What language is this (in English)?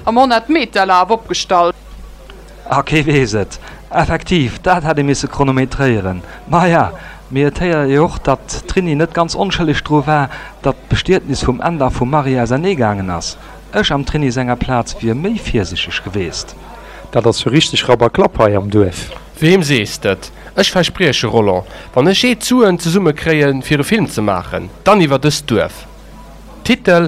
Luxembourgish